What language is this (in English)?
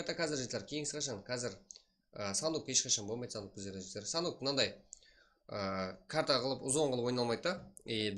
Kara-Kalpak